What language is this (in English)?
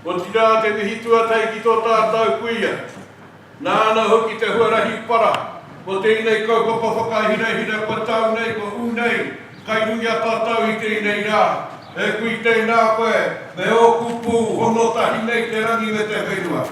Māori